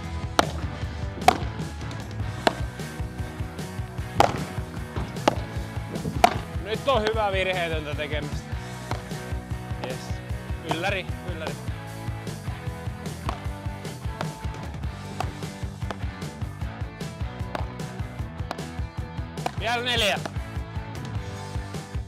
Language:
Finnish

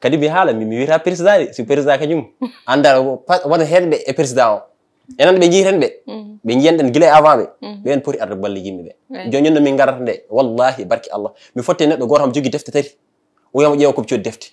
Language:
Fula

